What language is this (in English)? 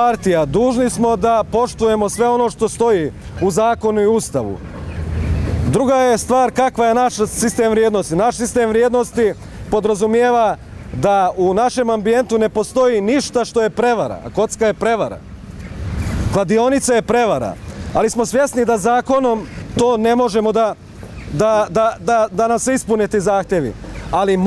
Bosnian